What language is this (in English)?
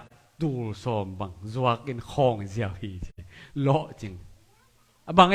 Tedim Chin